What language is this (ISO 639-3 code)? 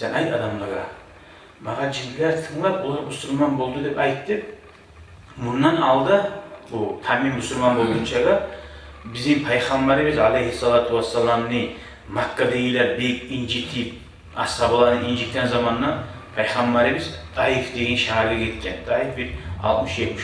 kum